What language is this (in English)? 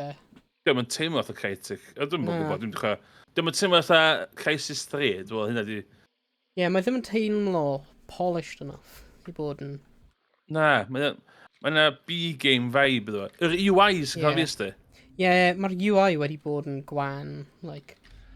Welsh